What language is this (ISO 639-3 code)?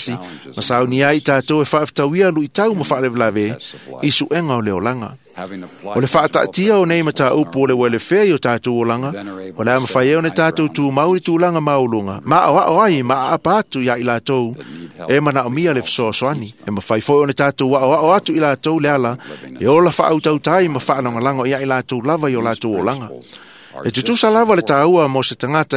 smo